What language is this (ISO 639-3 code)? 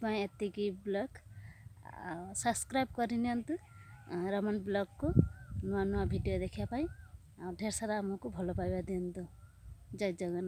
ori